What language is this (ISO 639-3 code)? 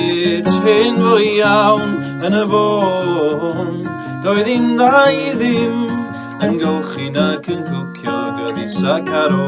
cym